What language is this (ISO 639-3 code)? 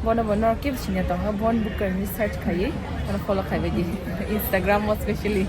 trp